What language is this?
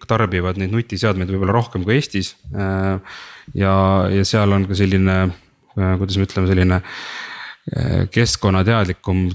Estonian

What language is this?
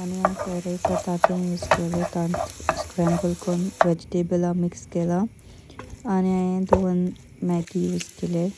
Konkani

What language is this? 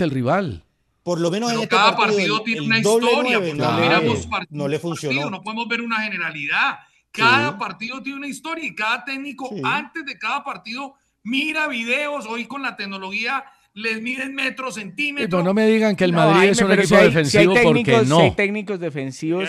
Spanish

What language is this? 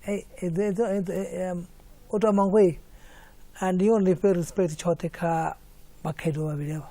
Venda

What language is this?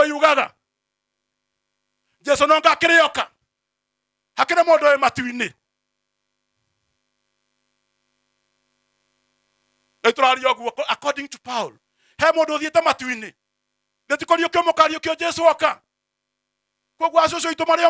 Kikuyu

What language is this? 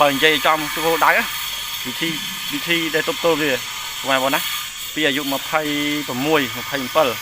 Khmer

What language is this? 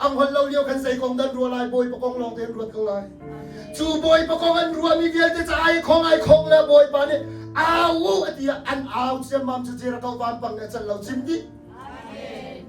Hakha Chin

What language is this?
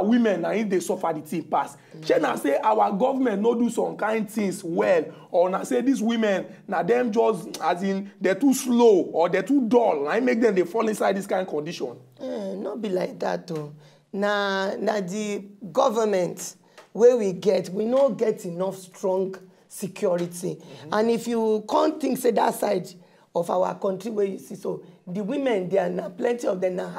Nigerian Pidgin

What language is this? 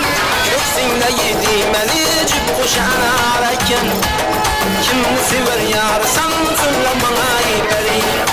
Kara-Kalpak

